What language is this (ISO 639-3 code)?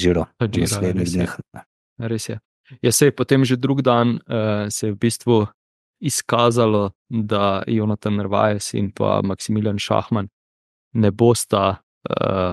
slv